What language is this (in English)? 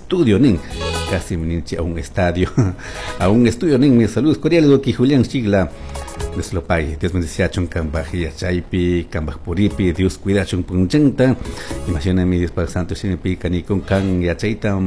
Chimborazo Highland Quichua